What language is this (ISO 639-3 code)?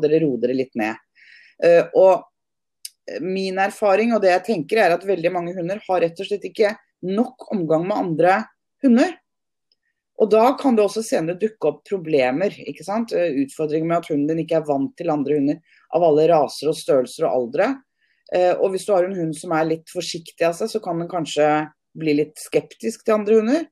nor